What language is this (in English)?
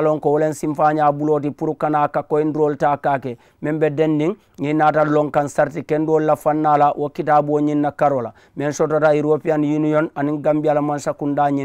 Mandingo